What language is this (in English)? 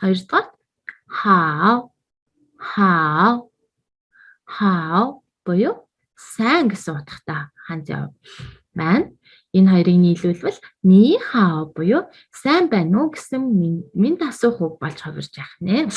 Mongolian